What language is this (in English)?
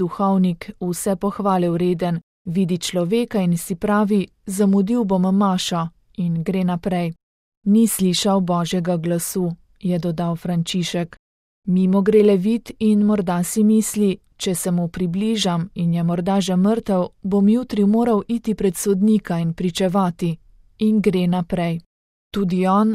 Slovenian